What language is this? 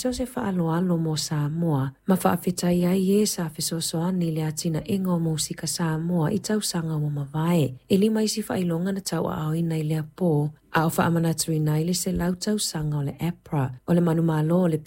Samoan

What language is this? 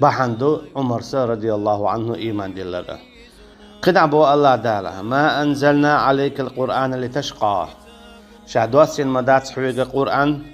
Chechen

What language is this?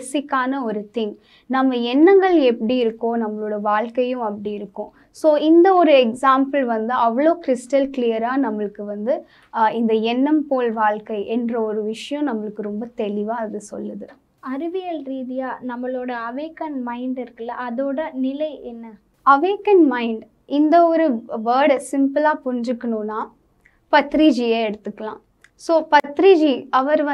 Tamil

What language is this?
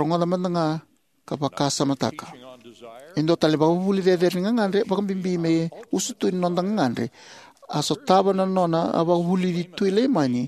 Fijian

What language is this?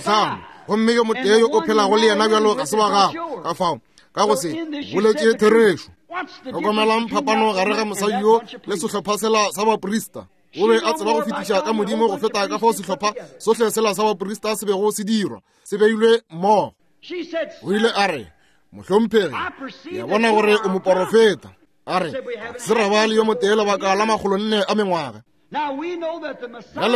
Northern Sotho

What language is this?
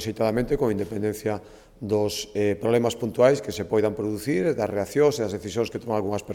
Galician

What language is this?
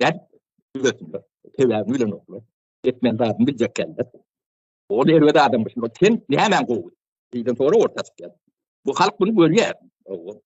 Turkmen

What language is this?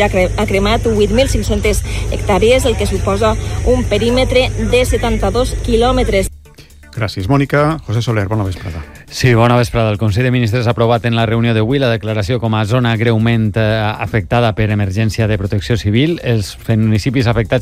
Catalan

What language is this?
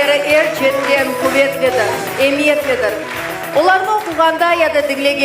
Crimean Tatar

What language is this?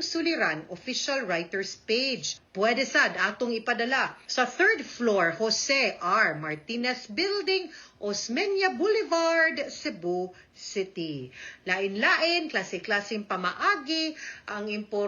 Cebuano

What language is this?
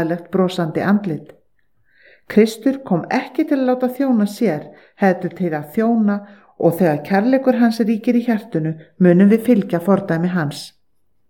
Icelandic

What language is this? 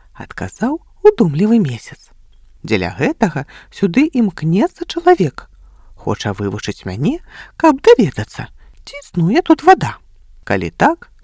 Belarusian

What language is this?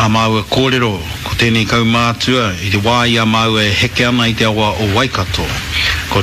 Māori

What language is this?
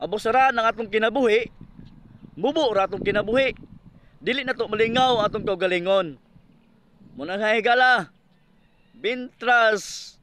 Cebuano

